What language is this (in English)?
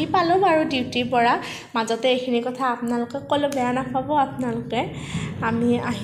Assamese